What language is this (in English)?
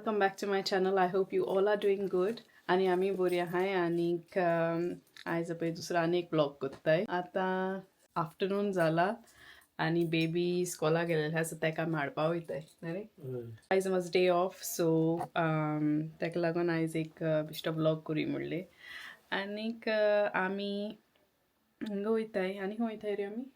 Konkani